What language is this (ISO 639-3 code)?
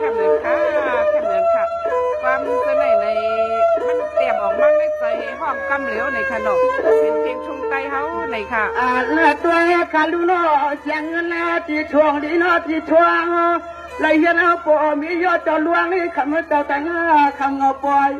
shn